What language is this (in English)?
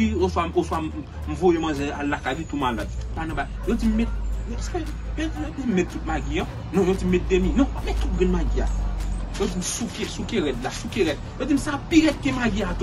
Haitian Creole